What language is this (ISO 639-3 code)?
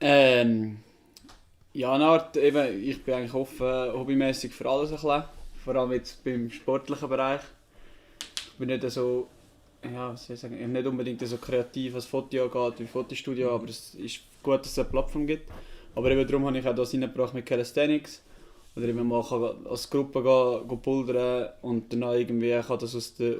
gsw